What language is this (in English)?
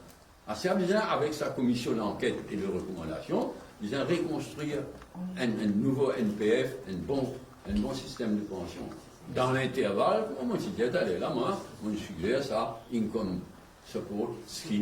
Morisyen